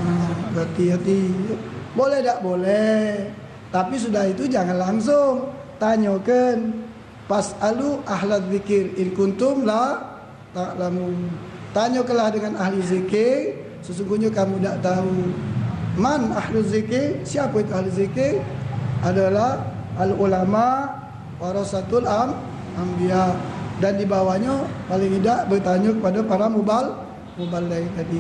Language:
Musi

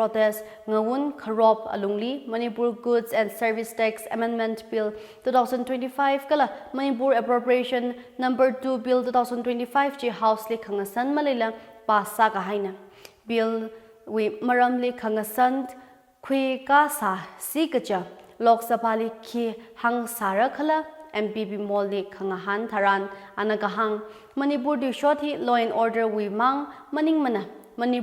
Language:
Tangkhul Naga (India)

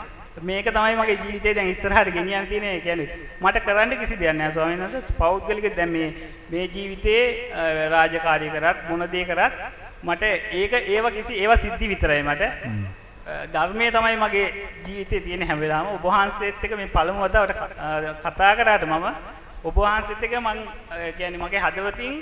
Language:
Sinhala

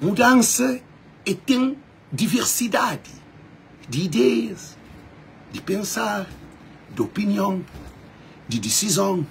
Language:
Kabuverdianu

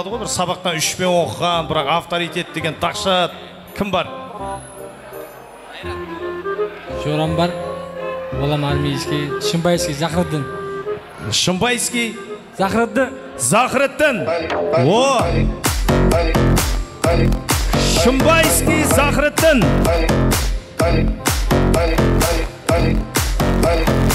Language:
Kara-Kalpak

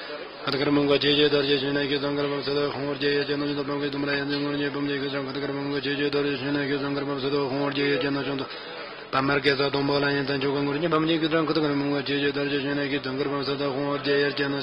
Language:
Tibetan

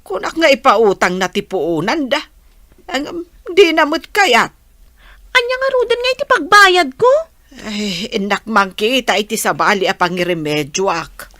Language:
Iloko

